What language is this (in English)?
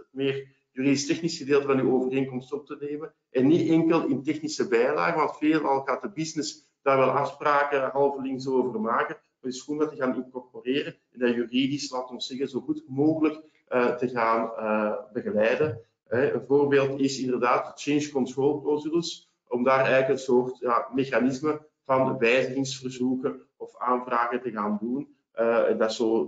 Dutch